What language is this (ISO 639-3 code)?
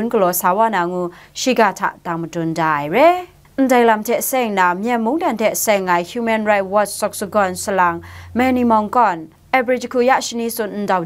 kac